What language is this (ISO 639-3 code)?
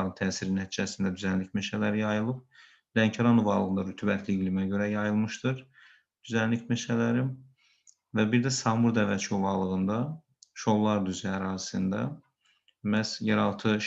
aze